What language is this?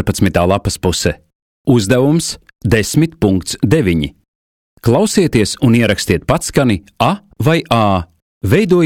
Latvian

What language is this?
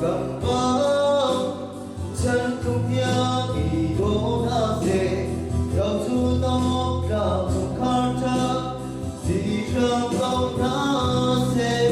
Hakha Chin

